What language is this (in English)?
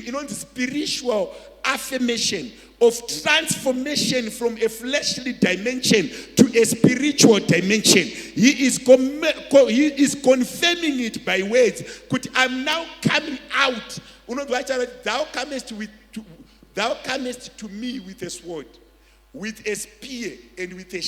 Shona